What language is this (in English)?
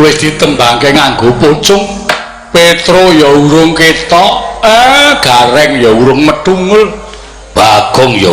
Javanese